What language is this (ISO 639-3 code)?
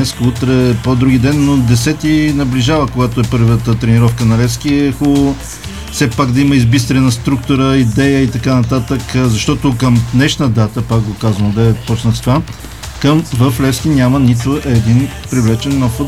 bul